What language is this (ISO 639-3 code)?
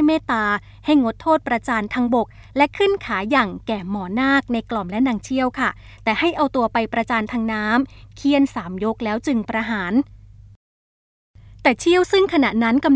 tha